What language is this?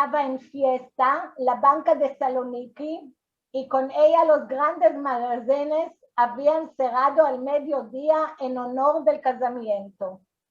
Ladino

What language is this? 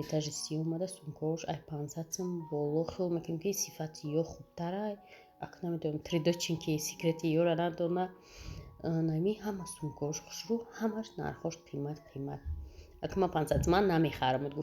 Tajik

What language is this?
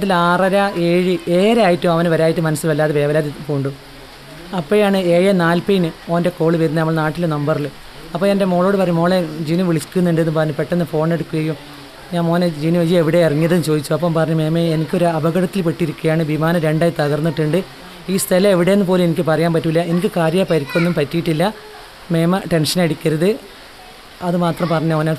Malayalam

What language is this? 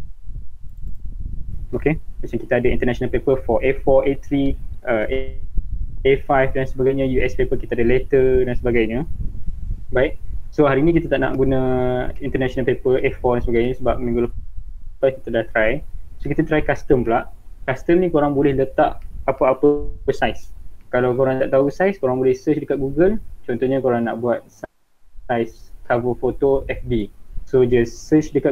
Malay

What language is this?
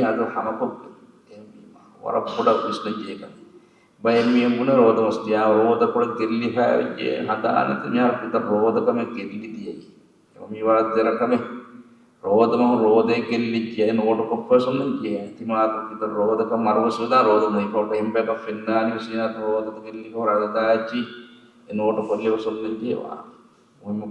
Divehi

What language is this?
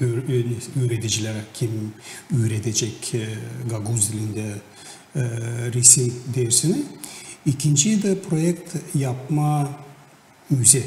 Gagauz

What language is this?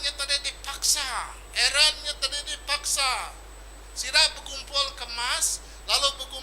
Iban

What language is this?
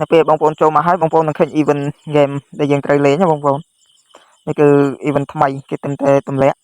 Khmer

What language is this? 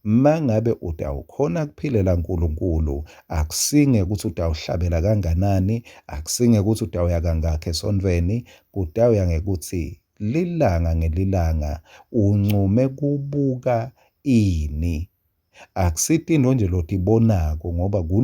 Swati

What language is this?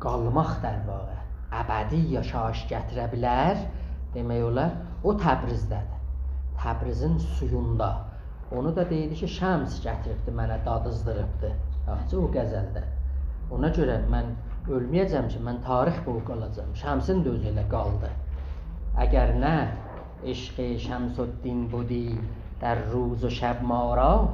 South Azerbaijani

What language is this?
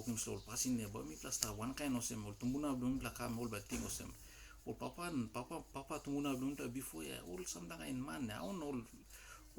Tok Pisin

